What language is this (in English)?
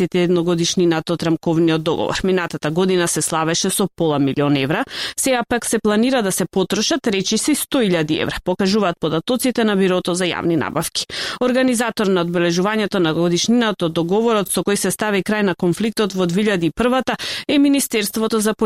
Macedonian